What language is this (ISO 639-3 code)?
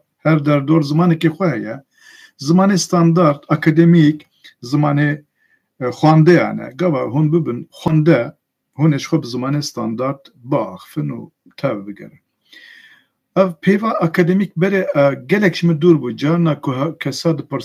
kur